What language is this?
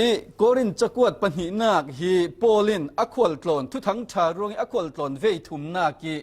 Falam Chin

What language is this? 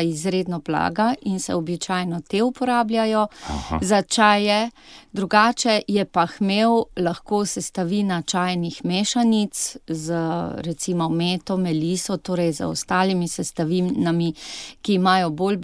Slovenian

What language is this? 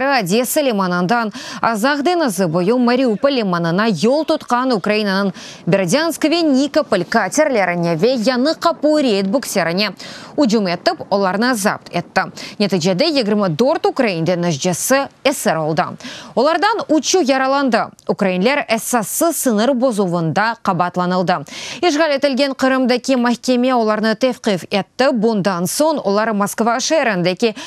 Crimean Tatar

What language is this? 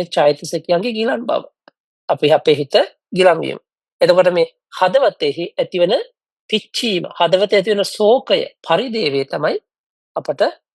Sinhala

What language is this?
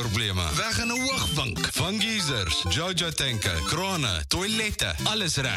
Afrikaans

